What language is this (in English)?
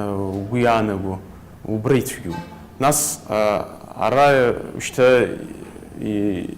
Abkhazian